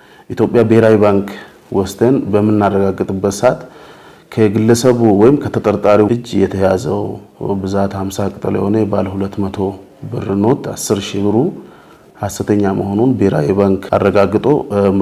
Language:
Amharic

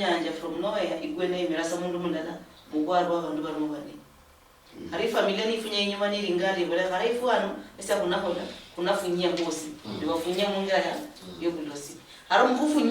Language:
Luyia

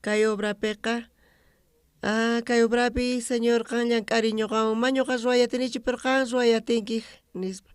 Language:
South Bolivian Quechua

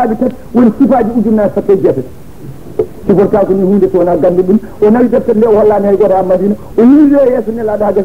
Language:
Fula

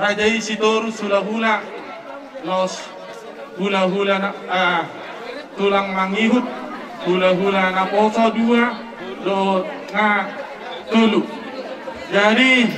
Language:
Batak Toba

